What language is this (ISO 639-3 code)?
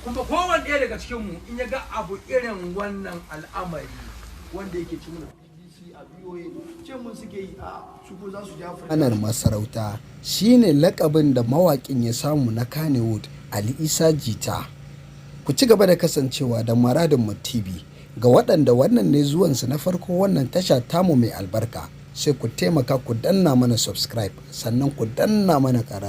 hau